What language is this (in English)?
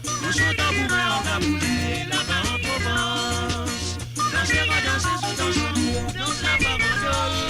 Morisyen